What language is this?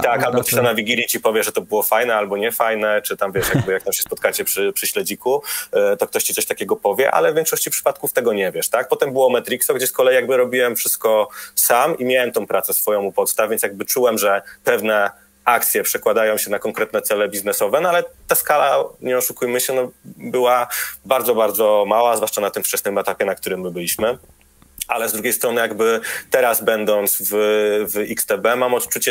Polish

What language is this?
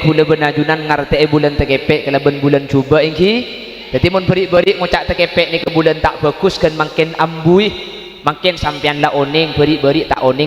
Madurese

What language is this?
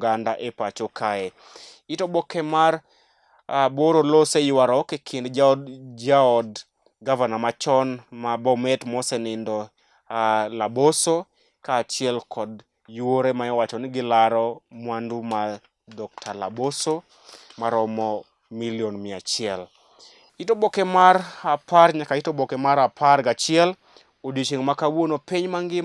Luo (Kenya and Tanzania)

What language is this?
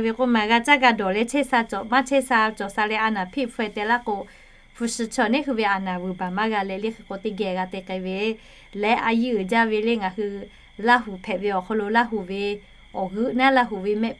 Lahu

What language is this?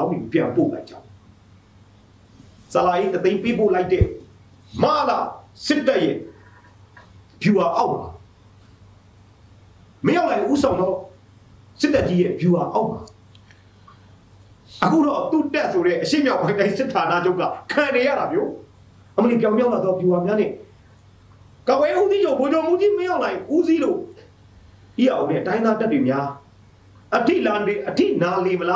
Burmese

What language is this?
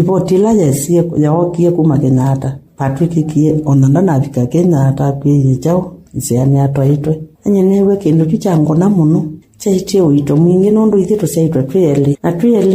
Kamba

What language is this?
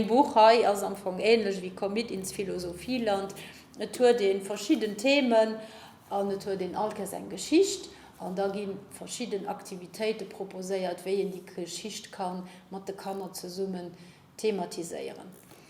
Luxembourgish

